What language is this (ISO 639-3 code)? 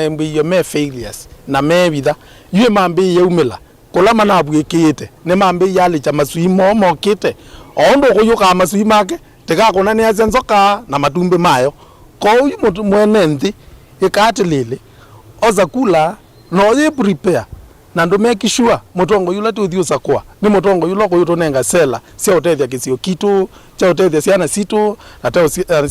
kam